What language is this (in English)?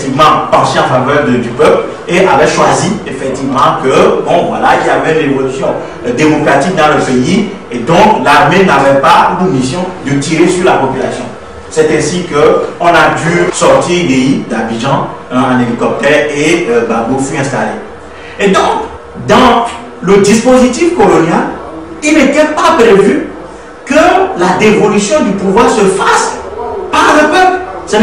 French